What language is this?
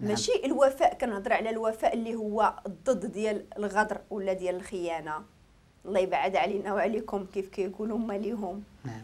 Moroccan Arabic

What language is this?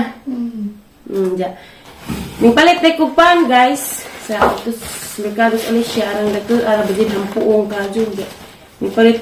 Cebuano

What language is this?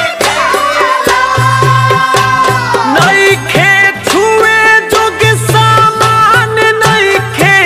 Bhojpuri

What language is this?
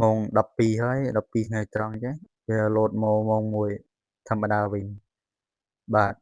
Khmer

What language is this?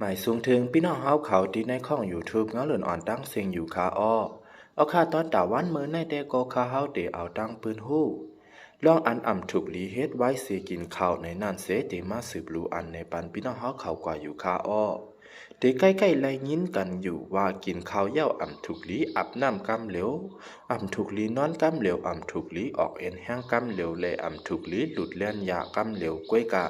Shan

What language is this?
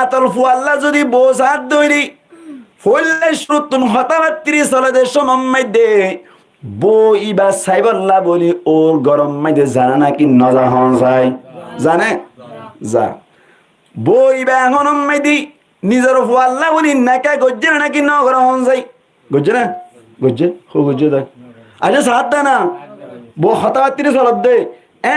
Rohingya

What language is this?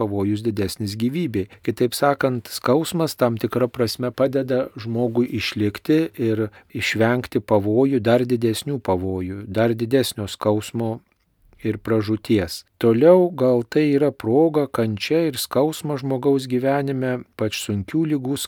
Lithuanian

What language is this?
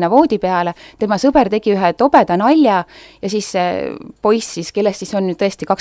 Estonian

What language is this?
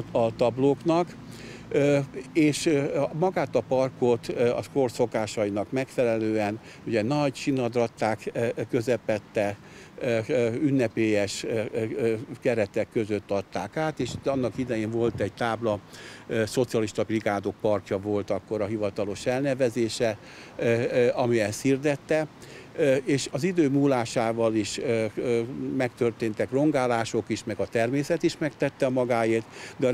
Hungarian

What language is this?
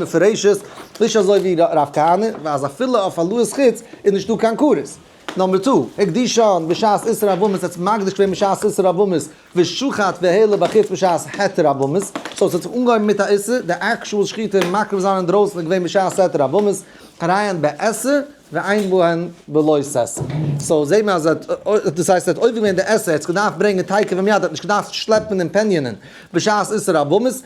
Yiddish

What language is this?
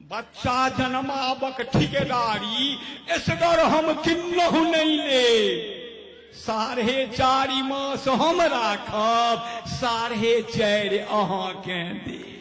Maithili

